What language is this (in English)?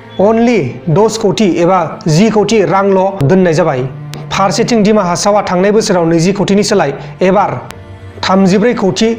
Bodo